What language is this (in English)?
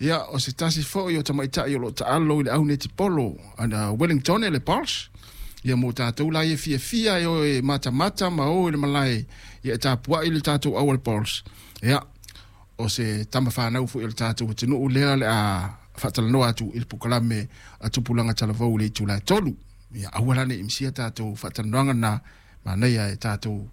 Samoan